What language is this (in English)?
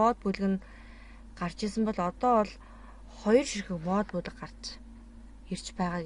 Mongolian